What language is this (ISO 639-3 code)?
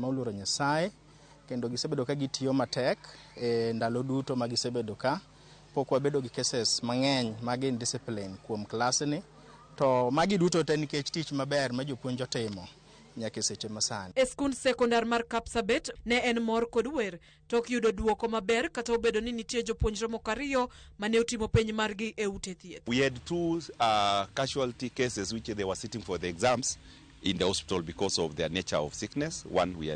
luo